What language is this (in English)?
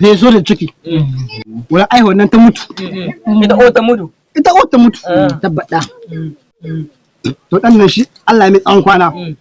Hausa